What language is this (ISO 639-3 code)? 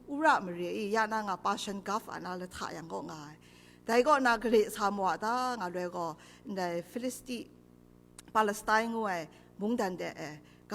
kac